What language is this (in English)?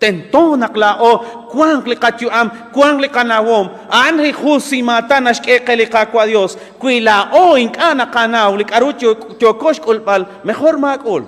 Kekchí